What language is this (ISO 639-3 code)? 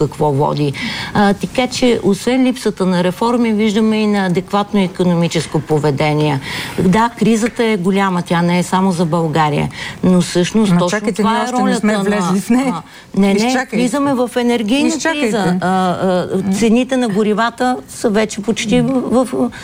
bul